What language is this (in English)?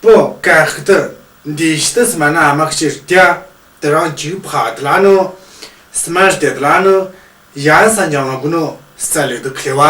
Tu